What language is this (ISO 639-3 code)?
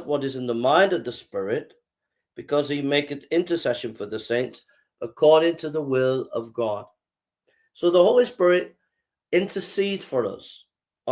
eng